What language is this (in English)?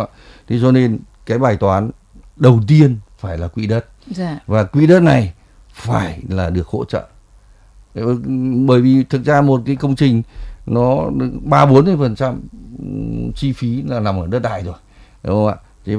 Vietnamese